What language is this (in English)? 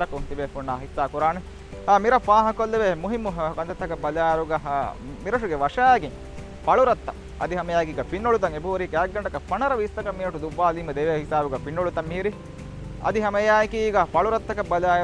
Divehi